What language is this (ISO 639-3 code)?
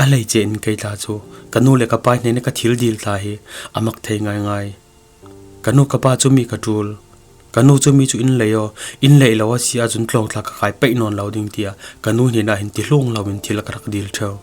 cfm